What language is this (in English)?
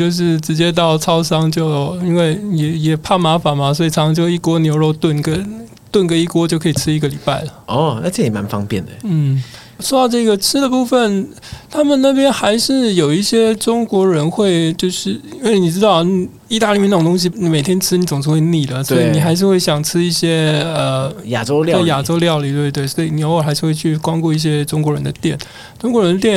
Chinese